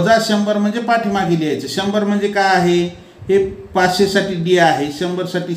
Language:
Marathi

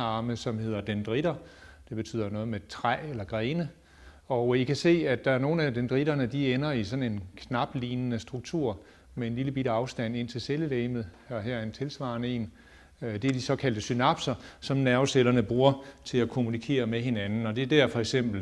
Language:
Danish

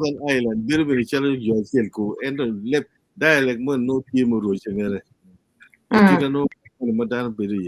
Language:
Acoli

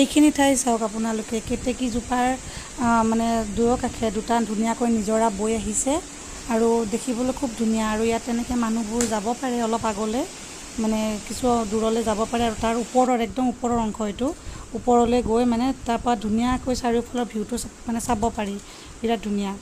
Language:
Assamese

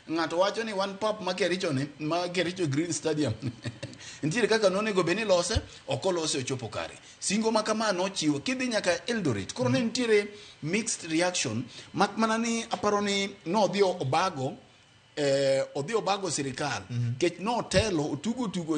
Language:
Luo (Kenya and Tanzania)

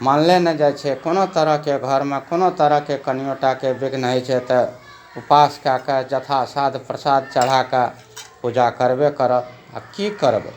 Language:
Maithili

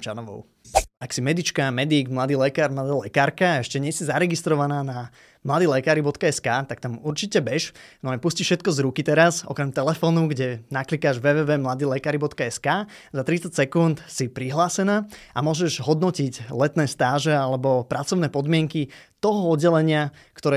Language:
Slovak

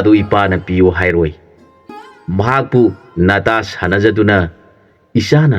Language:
Manipuri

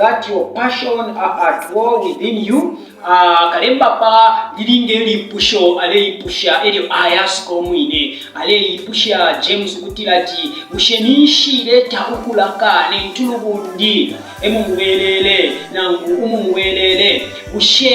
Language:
Bemba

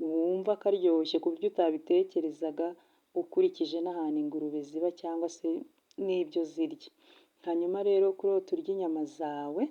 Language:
Kinyarwanda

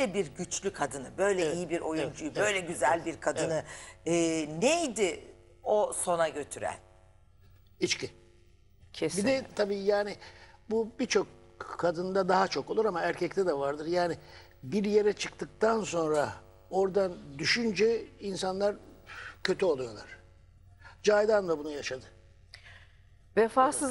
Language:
Turkish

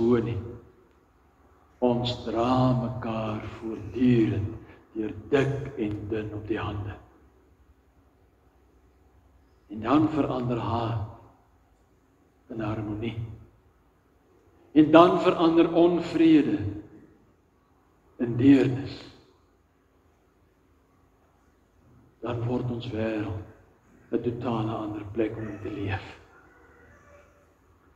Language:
Afrikaans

